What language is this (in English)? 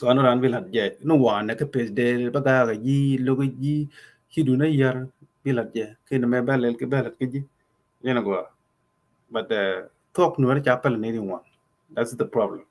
Nuer